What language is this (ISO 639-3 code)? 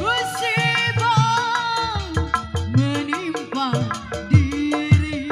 bew